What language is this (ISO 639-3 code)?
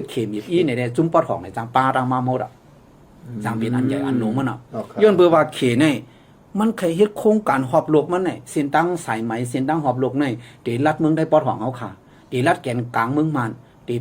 shn